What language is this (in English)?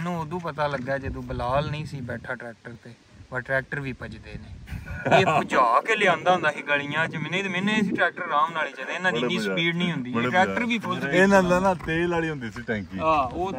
Punjabi